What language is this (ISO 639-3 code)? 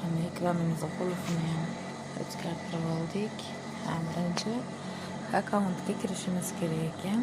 uzb